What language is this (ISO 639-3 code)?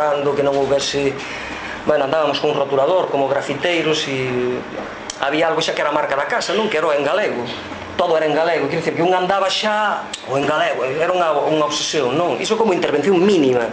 glg